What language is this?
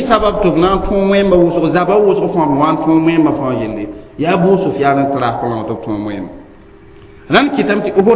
Mossi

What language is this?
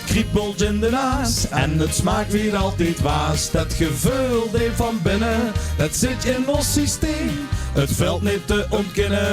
Limburgish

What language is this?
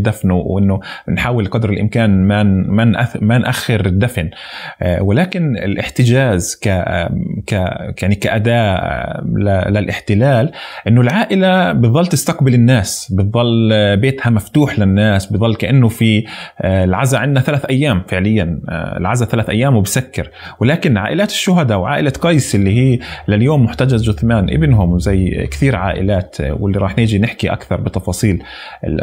North Levantine Arabic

